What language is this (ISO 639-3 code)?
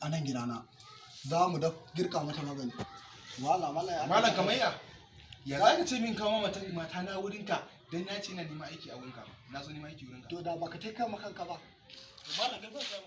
hau